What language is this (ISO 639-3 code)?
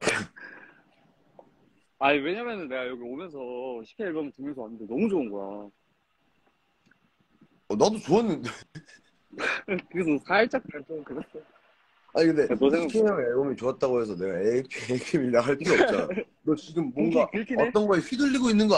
kor